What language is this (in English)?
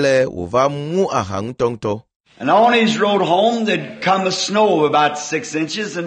Ewe